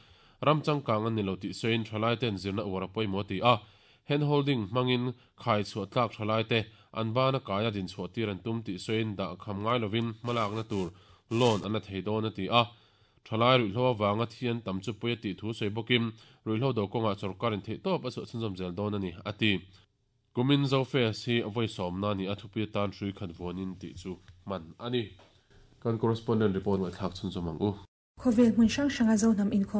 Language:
Mizo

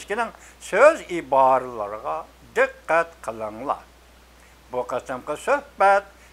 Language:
Uyghur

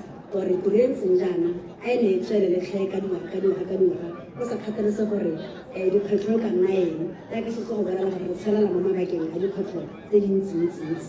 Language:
Tswana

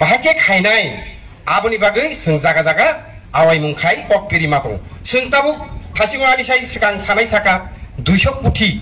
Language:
Riang (India)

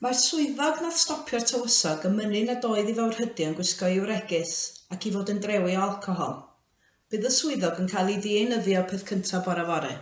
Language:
Welsh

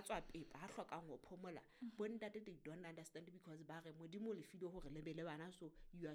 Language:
Southern Sotho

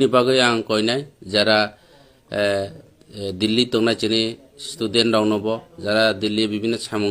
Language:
Kok Borok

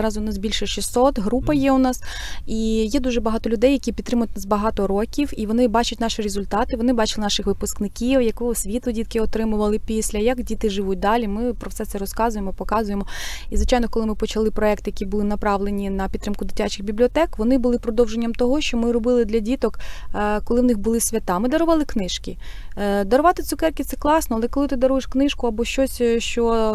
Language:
Ukrainian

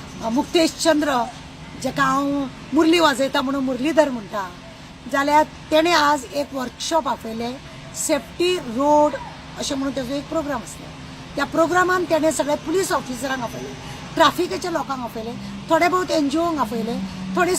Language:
Konkani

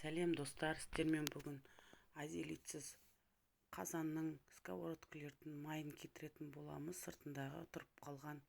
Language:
Kazakh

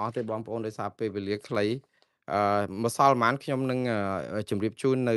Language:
Khmer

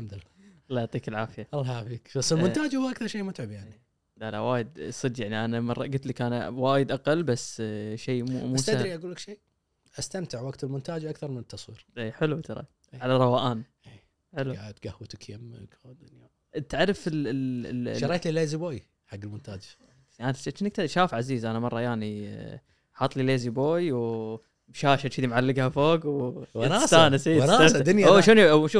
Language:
Gulf Arabic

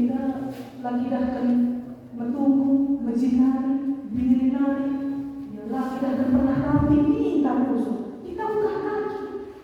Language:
Batak Karo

